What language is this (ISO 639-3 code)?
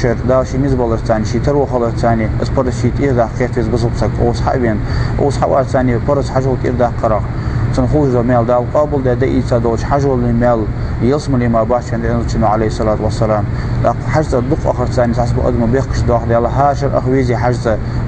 inh